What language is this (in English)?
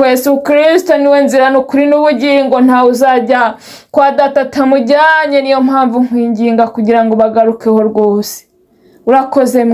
Kinyarwanda